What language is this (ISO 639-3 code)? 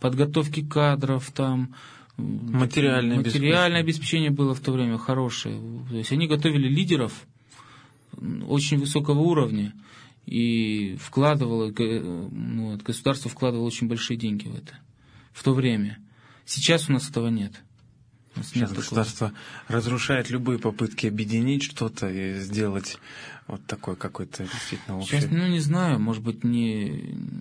rus